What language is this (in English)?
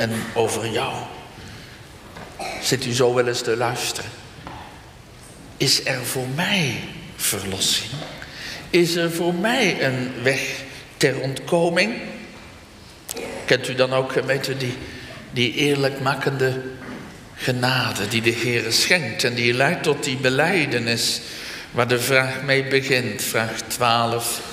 Dutch